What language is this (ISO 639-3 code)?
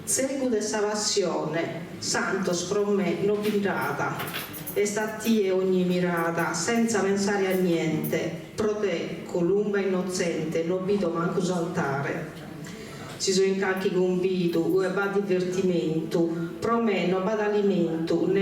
srd